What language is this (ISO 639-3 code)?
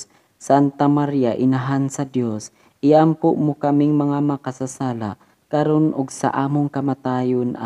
ceb